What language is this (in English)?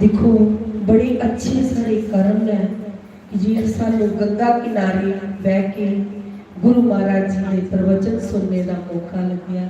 Dogri